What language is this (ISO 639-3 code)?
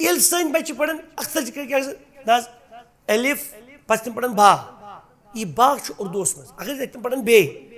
kas